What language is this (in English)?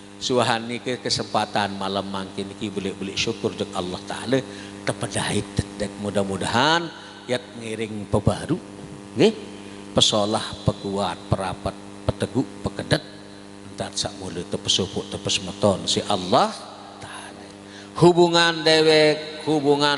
Sasak